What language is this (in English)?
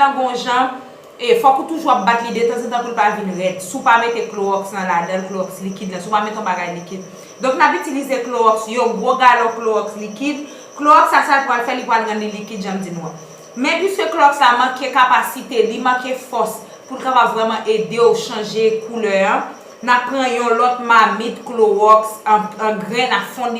Haitian Creole